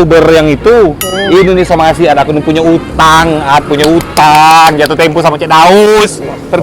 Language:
Musi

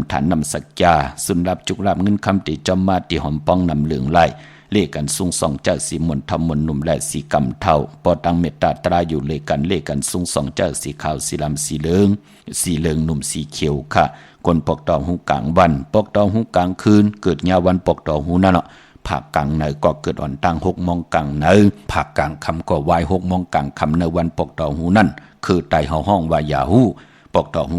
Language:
Shan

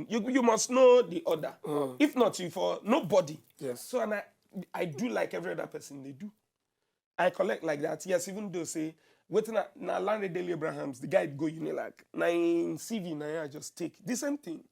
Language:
Nigerian Pidgin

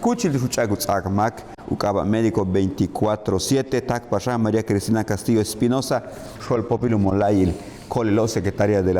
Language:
Yucateco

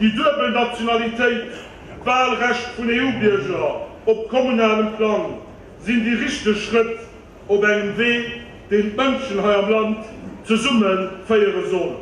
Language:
Luxembourgish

